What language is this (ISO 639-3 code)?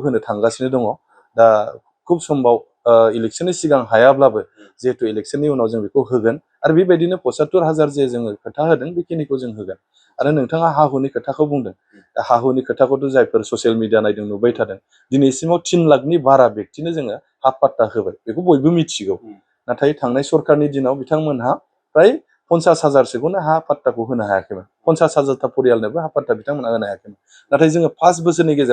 brx